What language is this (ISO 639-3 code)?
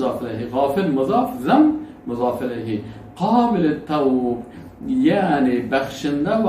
fas